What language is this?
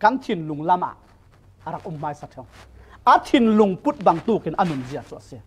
Falam Chin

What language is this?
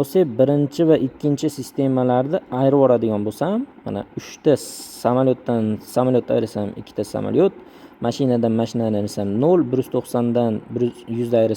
Uzbek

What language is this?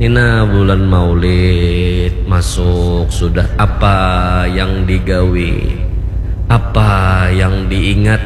Banjar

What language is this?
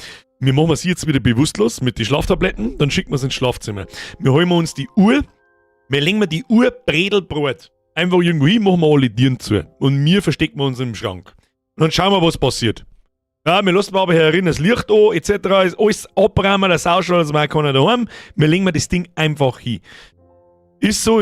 Bavarian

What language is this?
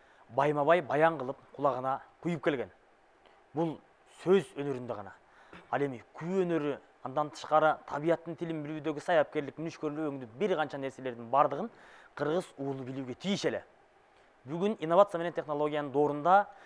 Kyrgyz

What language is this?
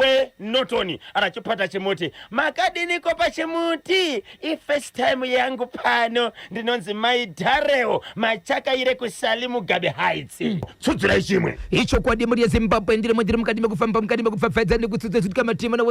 Shona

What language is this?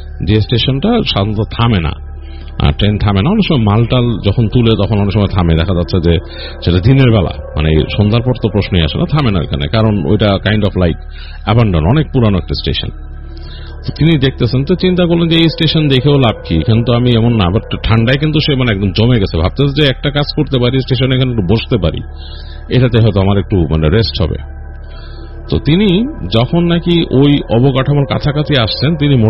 Bangla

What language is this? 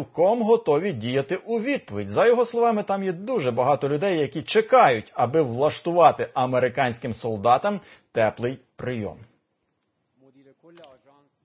Ukrainian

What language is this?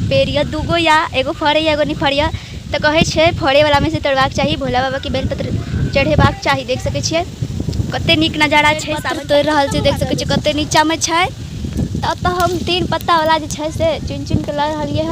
Maithili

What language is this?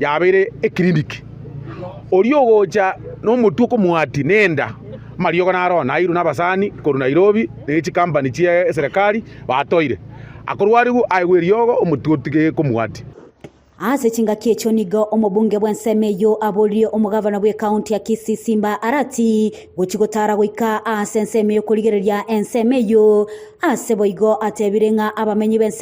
Gusii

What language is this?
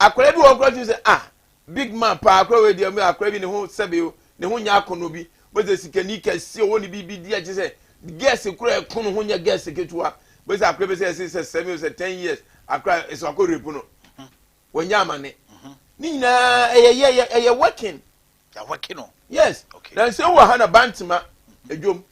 Akan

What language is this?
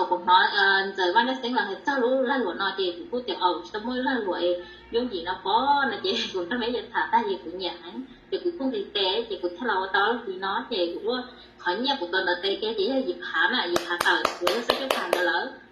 Hmong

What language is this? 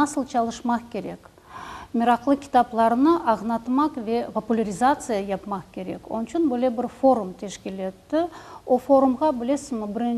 Crimean Tatar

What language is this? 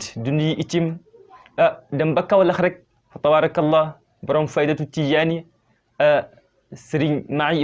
Wolof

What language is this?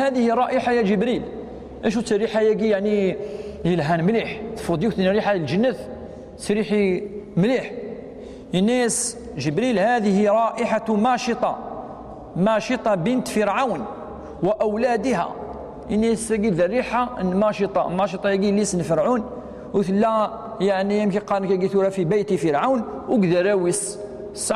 Kabyle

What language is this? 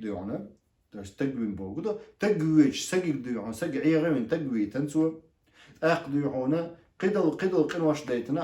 Chechen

